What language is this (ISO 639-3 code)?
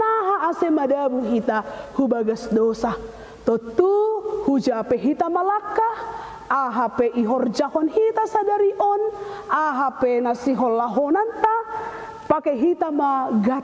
bts